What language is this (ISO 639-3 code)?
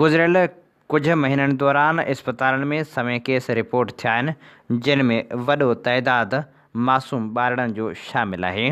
snd